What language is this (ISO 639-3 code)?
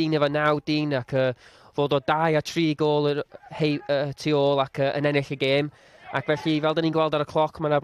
cym